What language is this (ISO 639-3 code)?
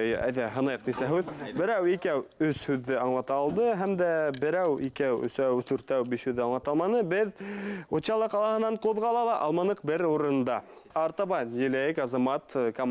bak